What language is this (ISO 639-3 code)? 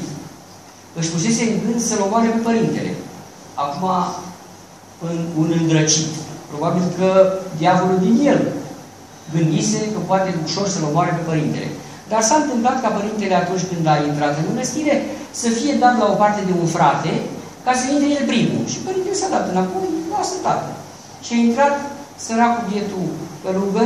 ron